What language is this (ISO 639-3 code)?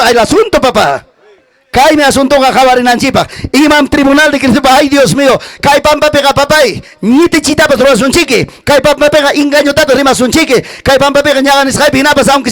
quy